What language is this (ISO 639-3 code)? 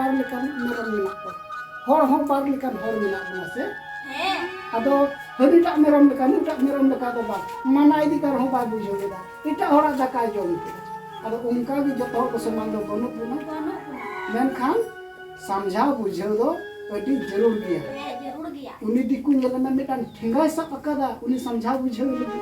sat